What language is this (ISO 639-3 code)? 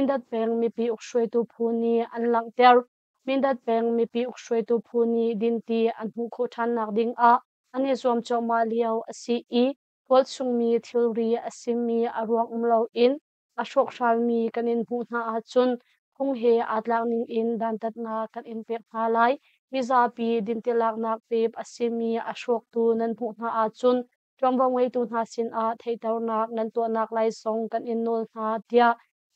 cnh